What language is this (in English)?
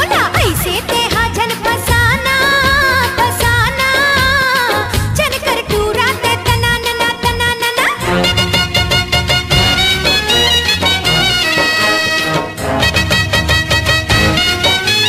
Chhattisgarhi